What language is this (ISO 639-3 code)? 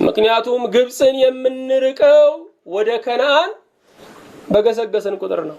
amh